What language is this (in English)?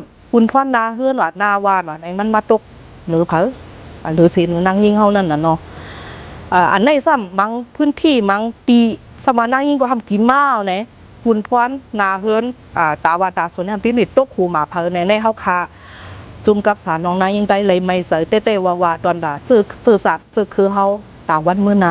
Shan